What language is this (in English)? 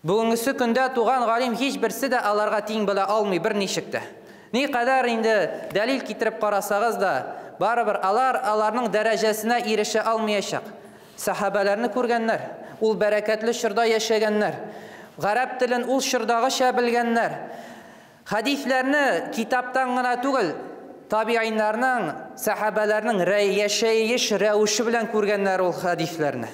Tatar